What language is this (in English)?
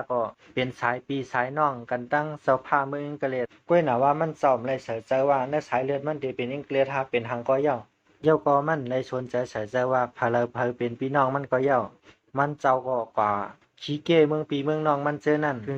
Shan